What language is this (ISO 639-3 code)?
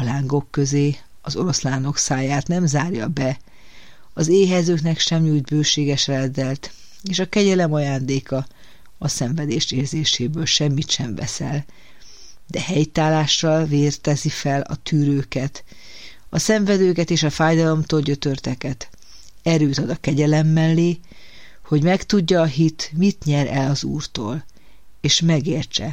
hun